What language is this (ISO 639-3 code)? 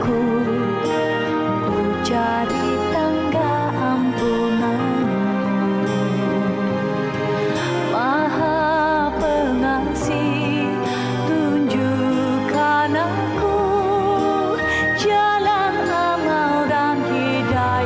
ind